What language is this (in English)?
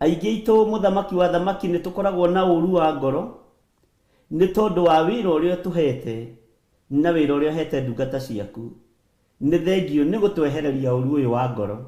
Kikuyu